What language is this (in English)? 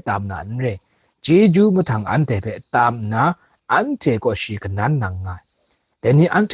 Kachin